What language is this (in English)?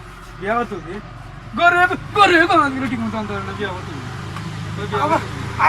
Sylheti